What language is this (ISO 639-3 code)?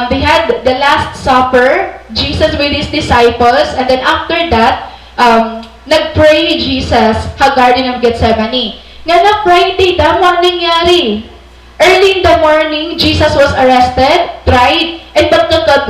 war